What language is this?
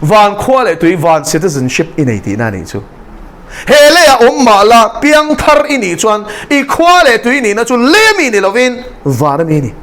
Mizo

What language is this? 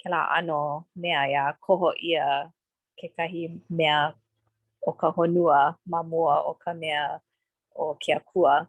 Hawaiian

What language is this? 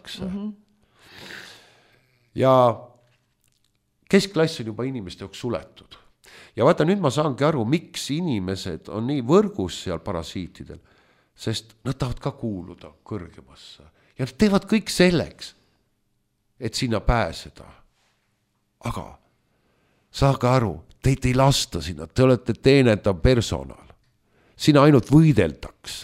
Estonian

